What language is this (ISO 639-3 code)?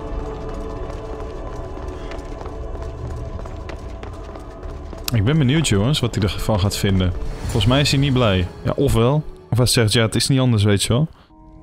nld